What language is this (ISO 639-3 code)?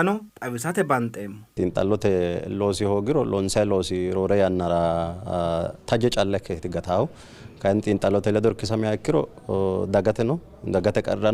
sid